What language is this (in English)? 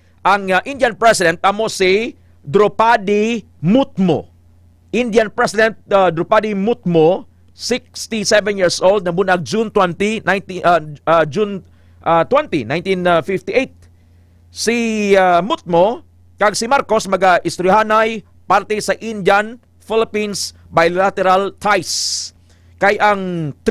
Hiligaynon